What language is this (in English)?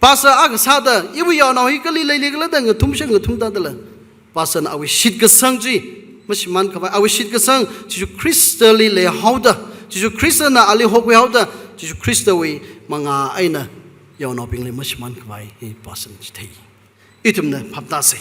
Tangkhul Naga (India)